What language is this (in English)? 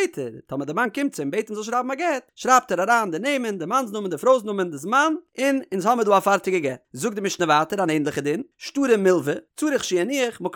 Yiddish